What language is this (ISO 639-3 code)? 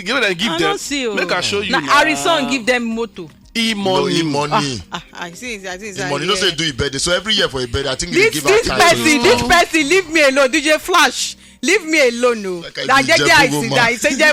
pcm